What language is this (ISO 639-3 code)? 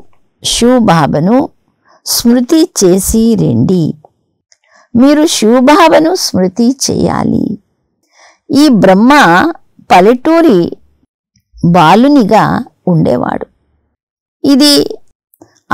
tel